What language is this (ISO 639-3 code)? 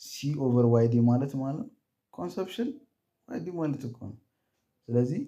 amh